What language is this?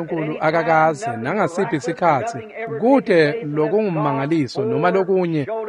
Swati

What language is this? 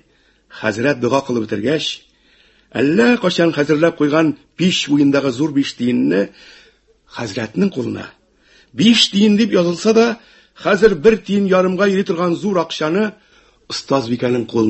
Tatar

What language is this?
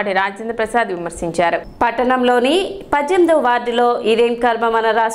Telugu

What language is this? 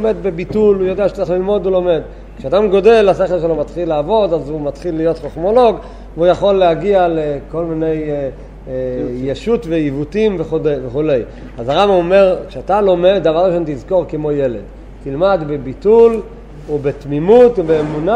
Hebrew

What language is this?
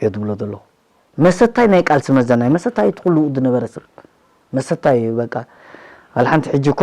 Tigrinya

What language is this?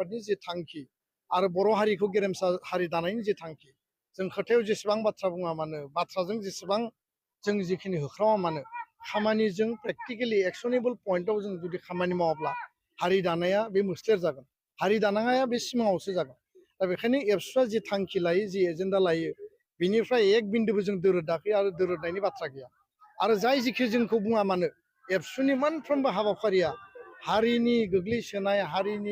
Bodo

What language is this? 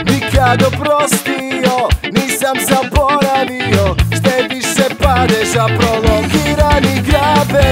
Serbian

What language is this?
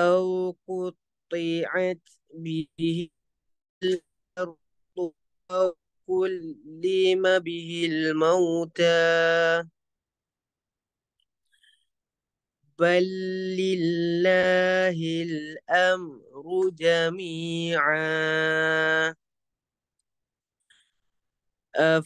Arabic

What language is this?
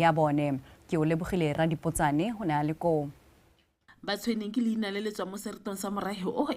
Tswana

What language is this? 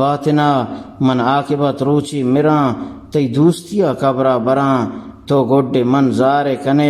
Eastern Balochi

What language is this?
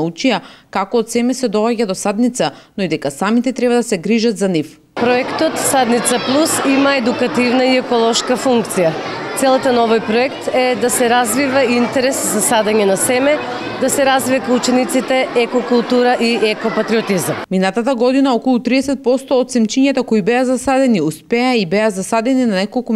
Macedonian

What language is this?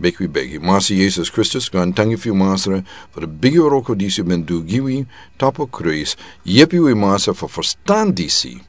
Sranan Tongo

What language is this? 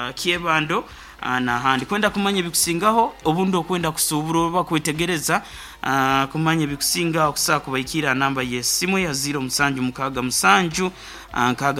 Nyoro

